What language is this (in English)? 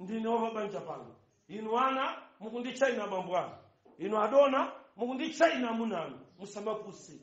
Nyanja